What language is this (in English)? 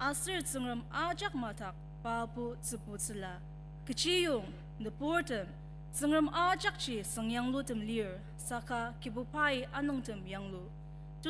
Ao Naga